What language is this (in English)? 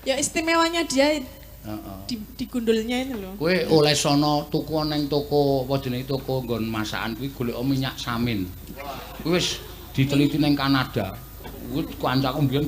Javanese